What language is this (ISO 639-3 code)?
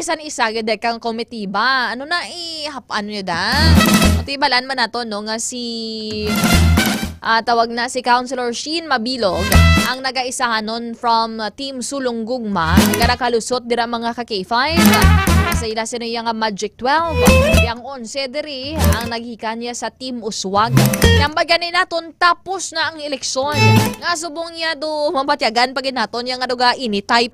hil